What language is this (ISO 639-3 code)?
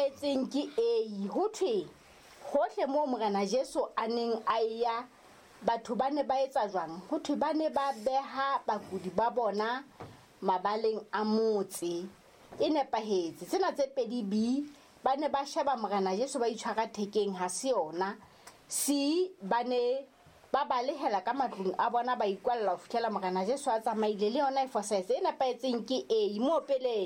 sot